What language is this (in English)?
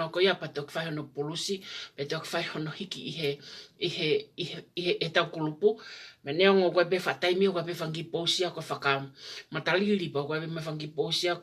Tongan